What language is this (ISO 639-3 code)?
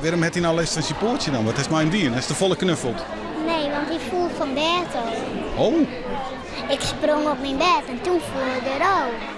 fry